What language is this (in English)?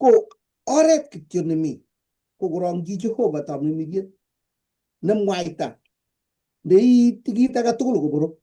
Kalenjin